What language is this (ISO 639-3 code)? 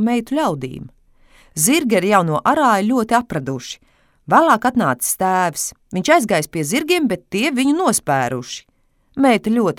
lav